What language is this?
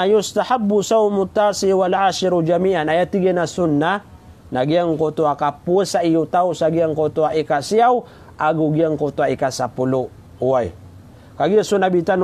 Maranao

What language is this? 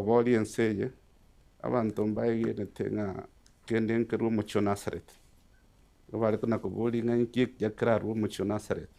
Gusii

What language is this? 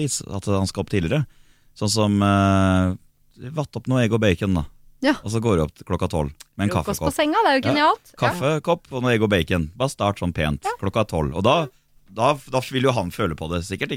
Norwegian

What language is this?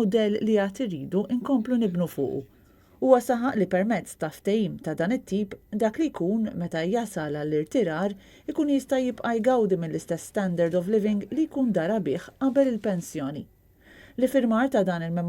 Maltese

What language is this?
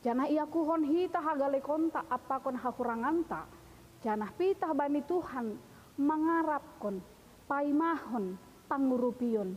Batak Simalungun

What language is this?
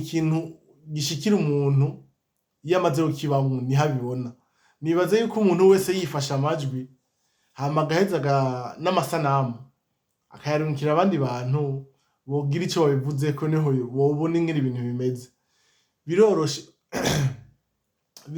Rundi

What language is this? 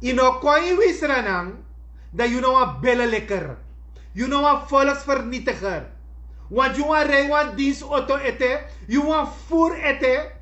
Sranan Tongo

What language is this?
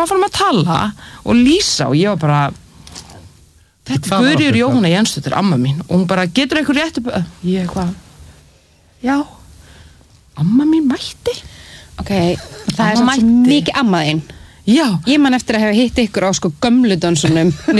Icelandic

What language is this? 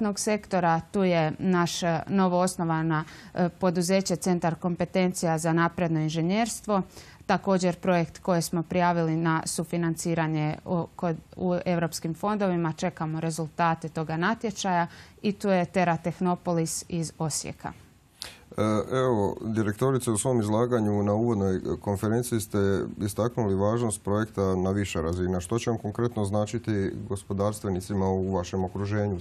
Croatian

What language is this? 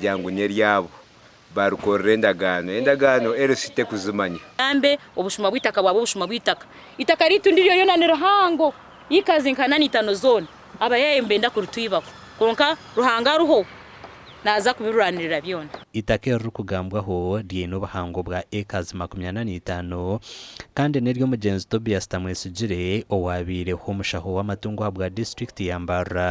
Nyankole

